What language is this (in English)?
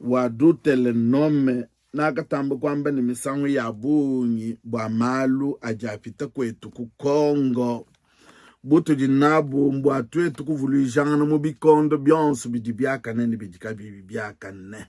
Luba-Lulua